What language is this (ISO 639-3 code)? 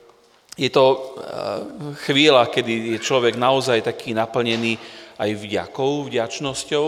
slk